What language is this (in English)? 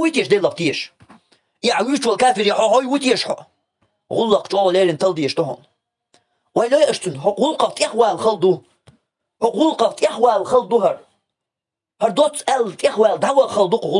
Chechen